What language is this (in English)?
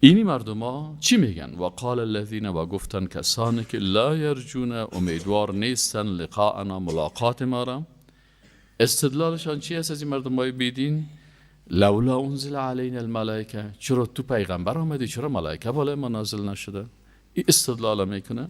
Persian